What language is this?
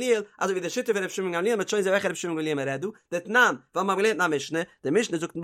Yiddish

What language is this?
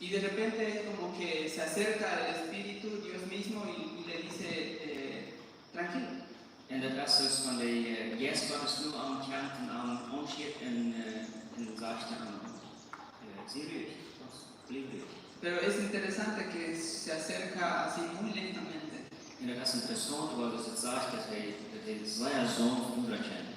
Plautdietsch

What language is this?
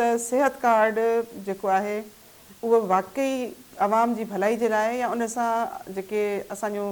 Sindhi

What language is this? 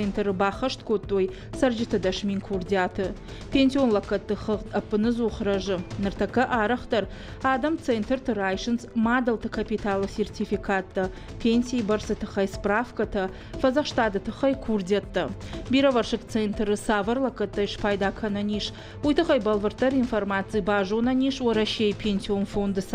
Ossetic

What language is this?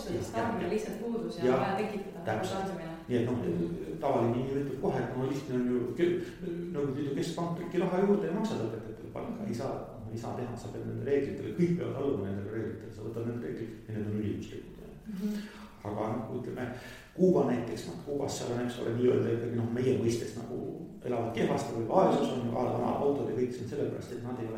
Estonian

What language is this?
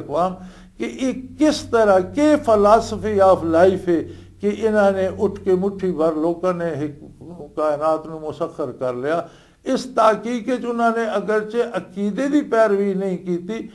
Western Panjabi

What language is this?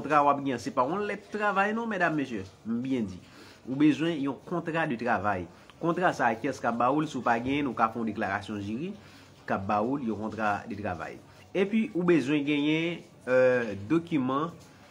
Haitian Creole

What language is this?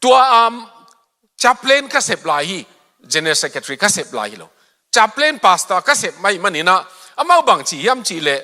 Tedim Chin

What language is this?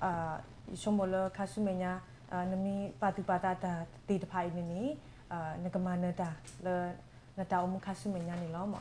S'gaw Karen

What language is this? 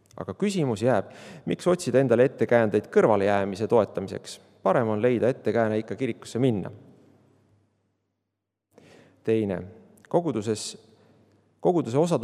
Estonian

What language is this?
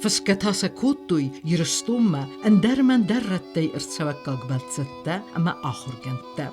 Ossetic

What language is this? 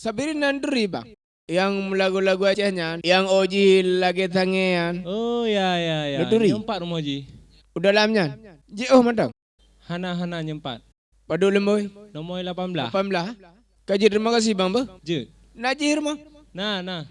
Achinese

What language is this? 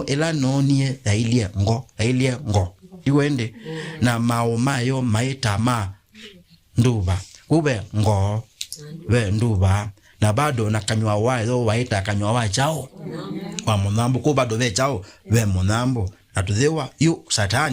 Kamba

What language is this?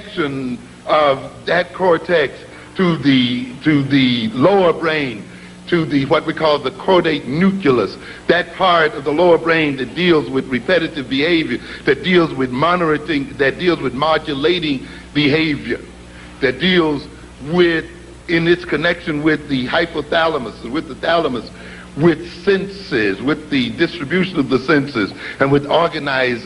English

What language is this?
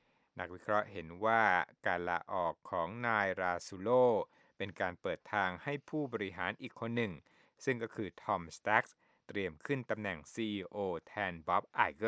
Thai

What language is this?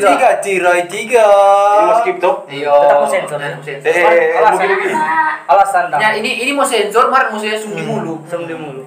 Manado Malay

